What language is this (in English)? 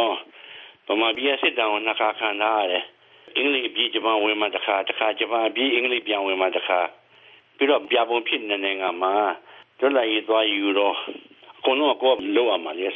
Burmese